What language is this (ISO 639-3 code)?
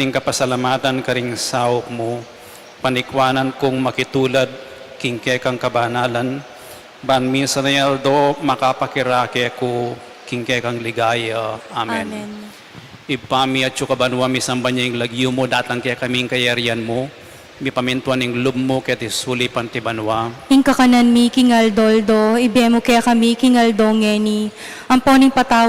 pam